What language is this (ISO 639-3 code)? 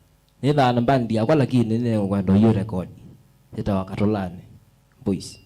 kam